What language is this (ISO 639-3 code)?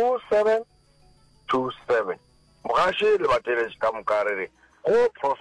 nso